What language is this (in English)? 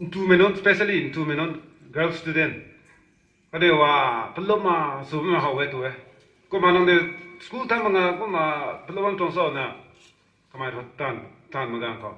Rongmei Naga